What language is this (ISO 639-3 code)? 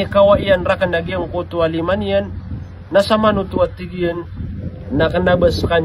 mrw